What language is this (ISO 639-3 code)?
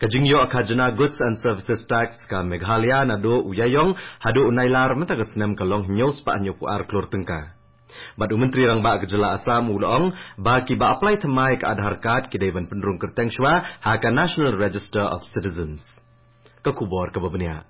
kha